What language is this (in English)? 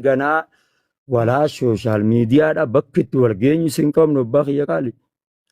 Oromo